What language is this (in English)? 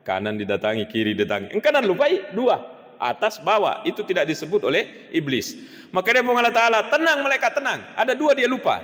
Buginese